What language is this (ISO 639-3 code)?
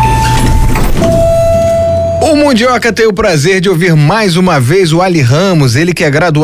por